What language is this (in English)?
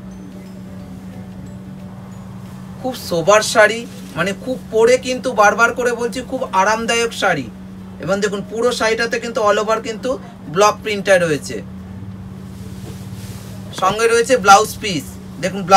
Bangla